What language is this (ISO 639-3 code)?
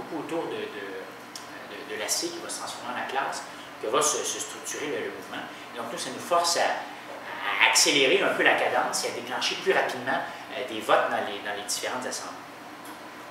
fra